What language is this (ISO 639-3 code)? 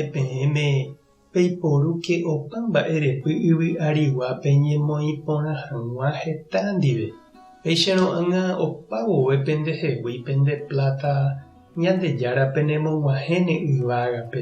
grn